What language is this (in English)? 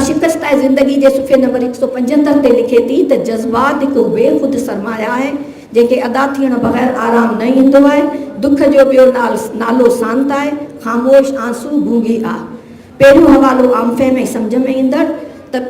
Sindhi